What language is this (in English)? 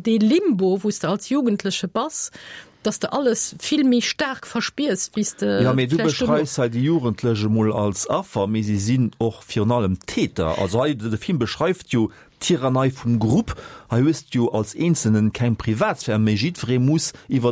Luxembourgish